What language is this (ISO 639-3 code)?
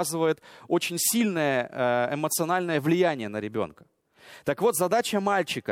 rus